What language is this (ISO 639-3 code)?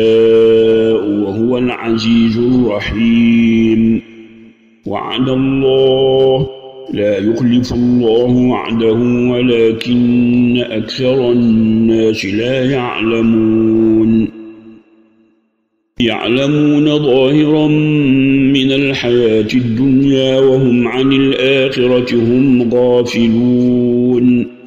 ara